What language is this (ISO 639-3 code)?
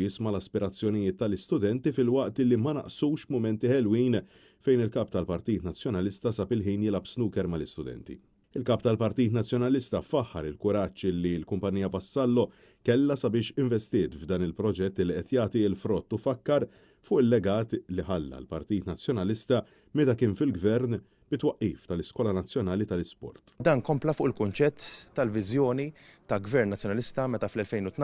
mlt